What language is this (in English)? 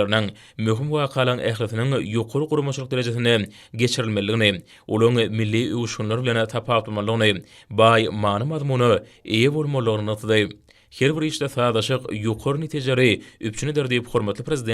Turkmen